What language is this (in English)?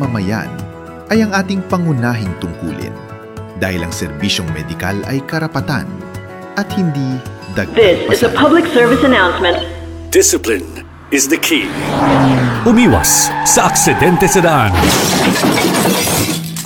Filipino